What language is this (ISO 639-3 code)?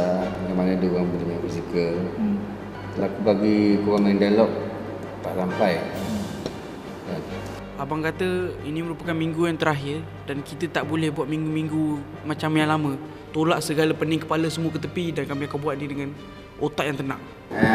msa